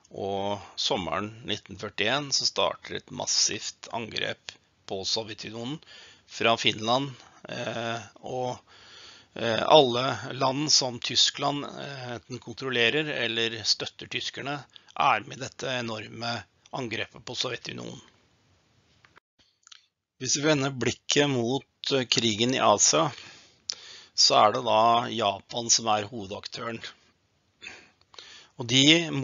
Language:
Norwegian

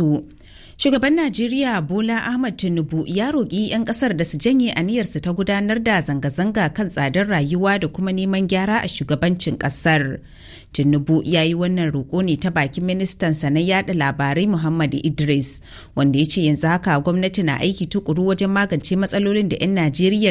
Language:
Hausa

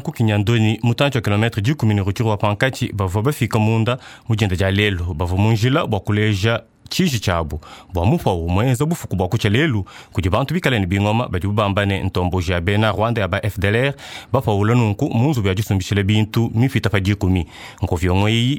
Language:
Luba-Lulua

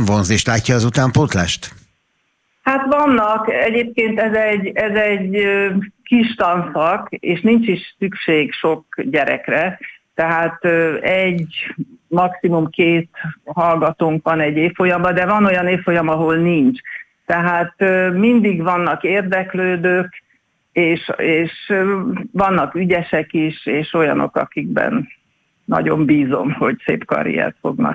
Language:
Hungarian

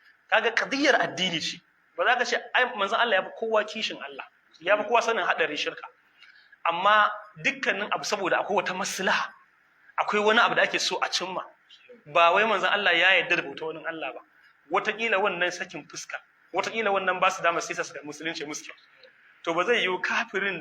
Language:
Hausa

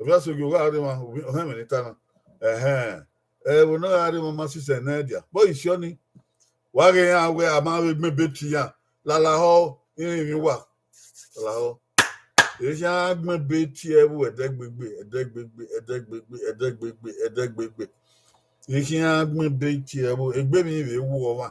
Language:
Bini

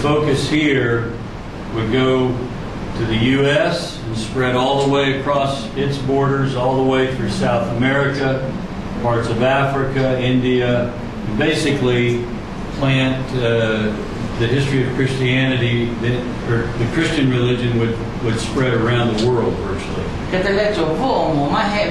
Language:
Lahu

